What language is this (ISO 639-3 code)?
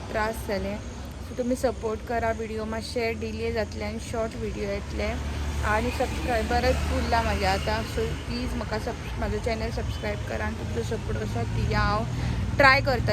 kok